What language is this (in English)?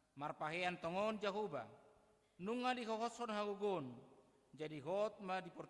Batak Toba